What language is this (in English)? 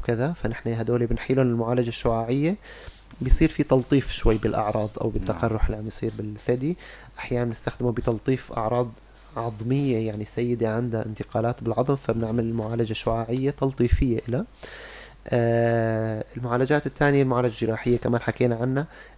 North Levantine Arabic